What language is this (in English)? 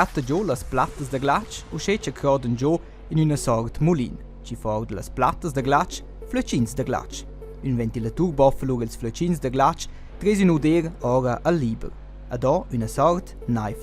Romansh